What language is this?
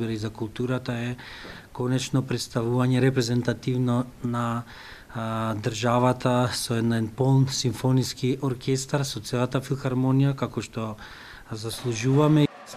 Macedonian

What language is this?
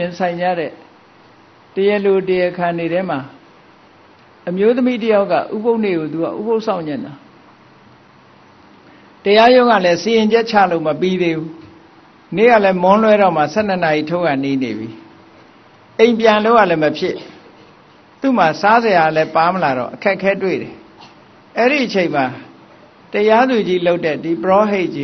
Burmese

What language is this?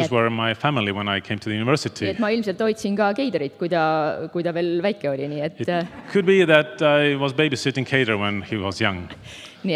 Estonian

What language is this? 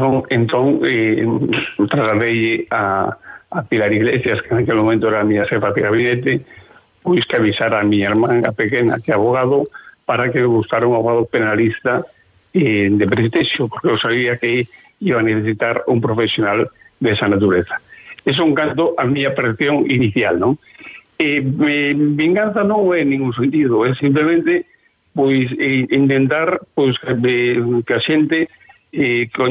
Galician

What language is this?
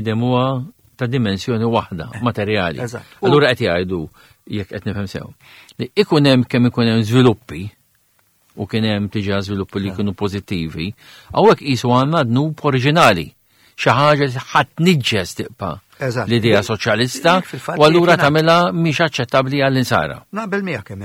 Maltese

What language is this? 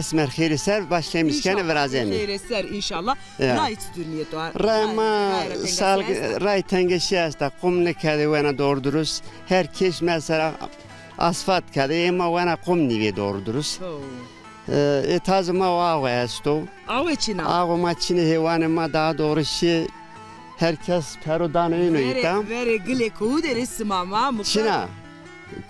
Zaza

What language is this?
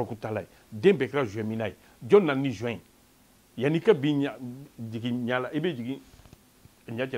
Bambara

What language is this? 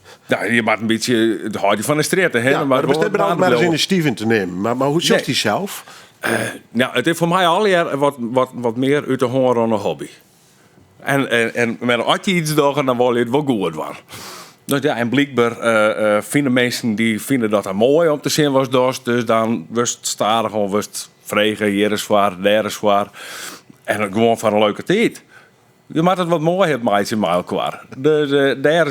Western Frisian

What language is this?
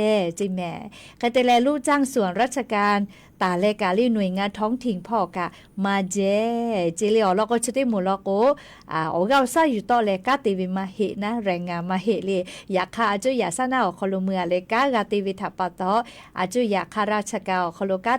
Lahu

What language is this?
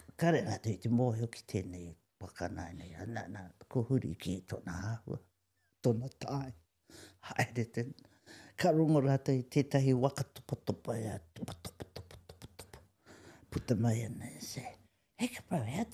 Māori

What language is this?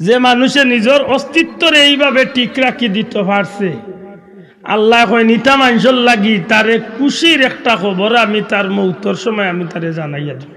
Sylheti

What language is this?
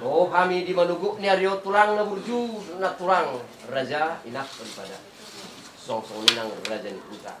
Batak Toba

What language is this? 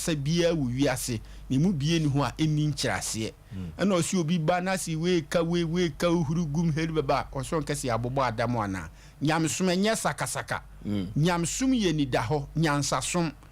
Akan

